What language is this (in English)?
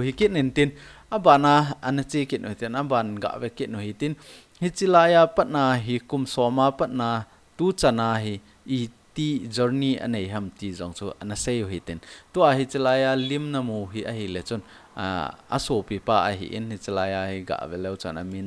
Thado Chin